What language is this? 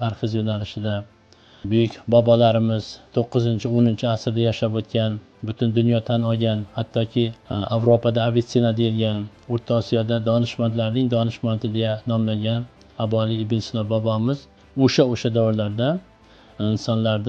Uzbek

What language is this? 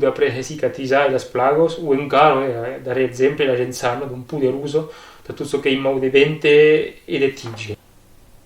Occitan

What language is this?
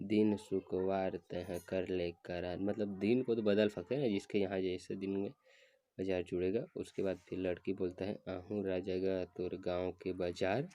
Chhattisgarhi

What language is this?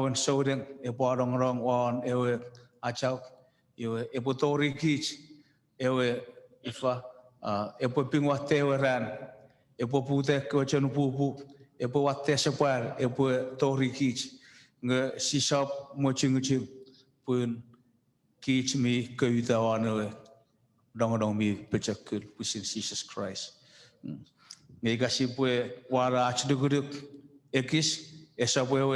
Chuukese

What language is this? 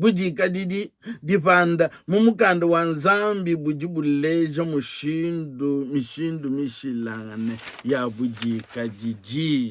Luba-Lulua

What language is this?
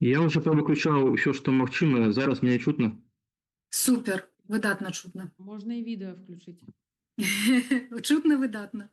Belarusian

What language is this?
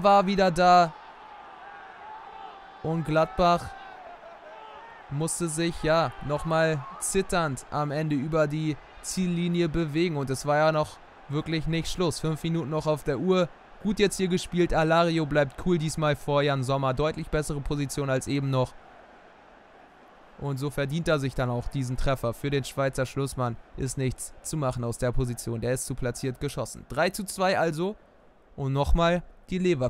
German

